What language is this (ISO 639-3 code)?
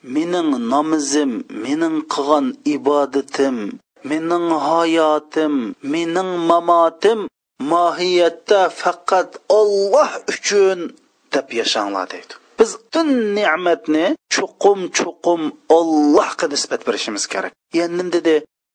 uig